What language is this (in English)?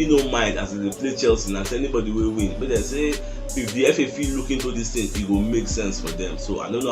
Nigerian Pidgin